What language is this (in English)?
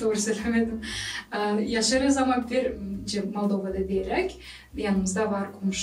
Gagauz